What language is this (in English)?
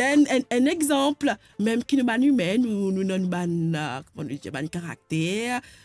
Morisyen